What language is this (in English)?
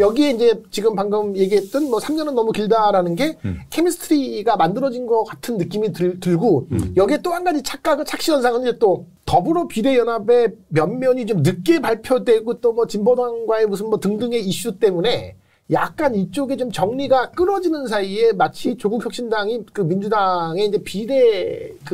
Korean